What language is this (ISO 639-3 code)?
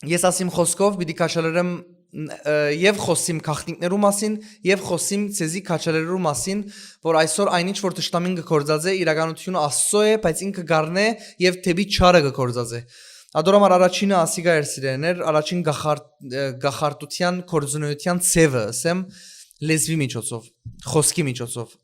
hyw